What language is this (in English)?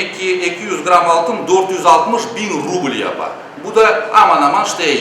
Crimean Tatar